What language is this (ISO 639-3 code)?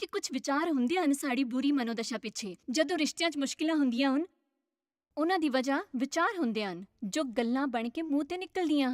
doi